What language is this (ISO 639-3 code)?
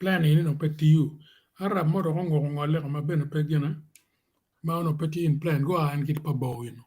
ach